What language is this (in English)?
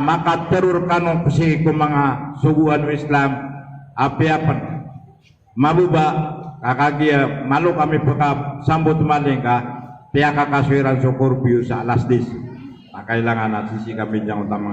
Maranao